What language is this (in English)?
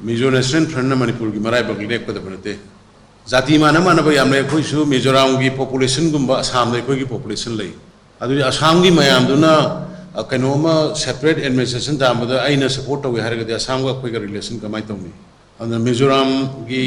Manipuri